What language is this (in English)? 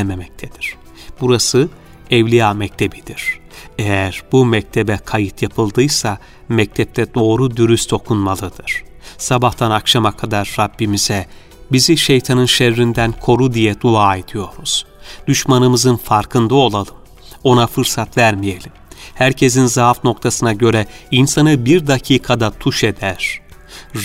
Turkish